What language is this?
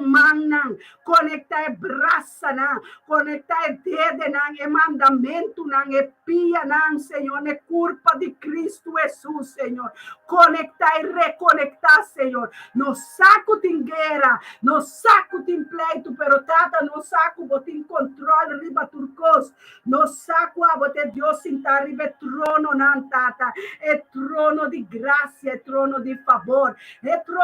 Papiamento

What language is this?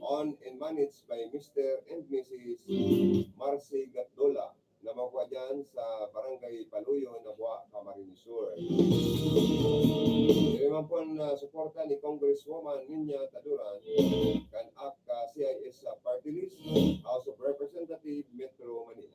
Bikol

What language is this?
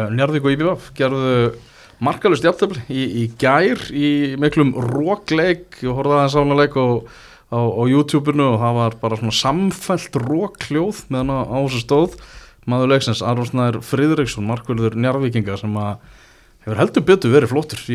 Icelandic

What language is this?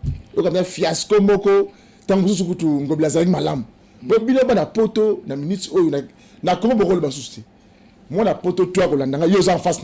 Lingala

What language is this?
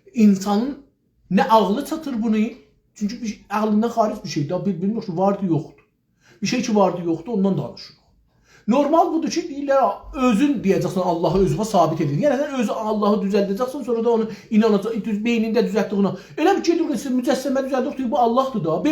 South Azerbaijani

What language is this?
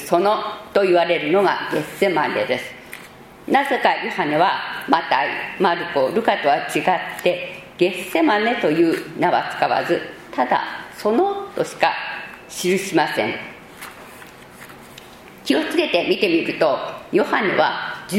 Japanese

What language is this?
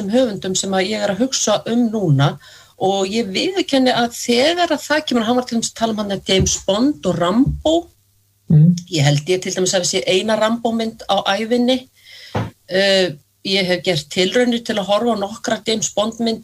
Icelandic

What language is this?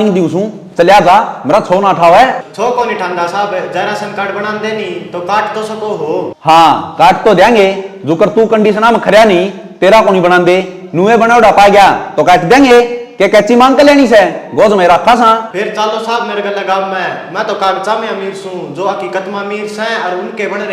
Haryanvi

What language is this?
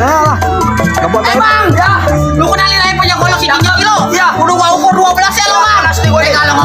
Betawi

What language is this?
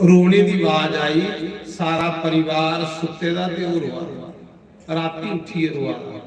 Dogri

